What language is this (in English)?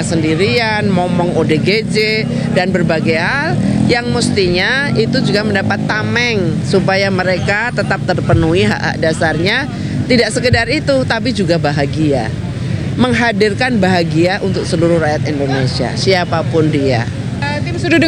Indonesian